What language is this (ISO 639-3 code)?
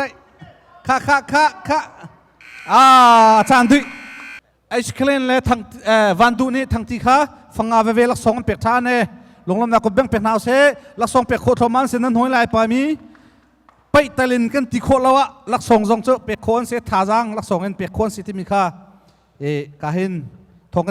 cnh